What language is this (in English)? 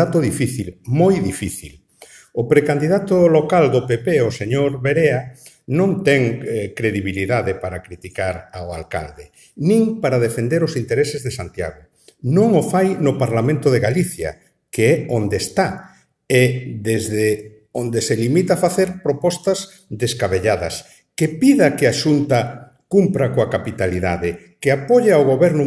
Galician